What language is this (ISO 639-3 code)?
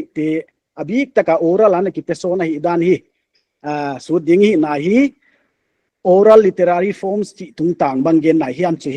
pck